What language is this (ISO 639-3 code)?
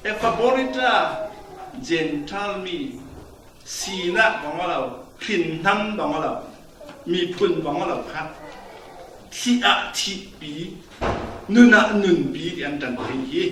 cfm